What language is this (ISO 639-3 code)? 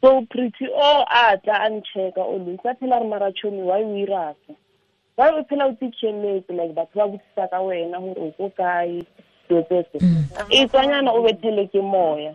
tsn